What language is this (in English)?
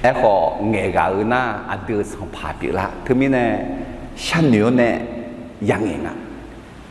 Akha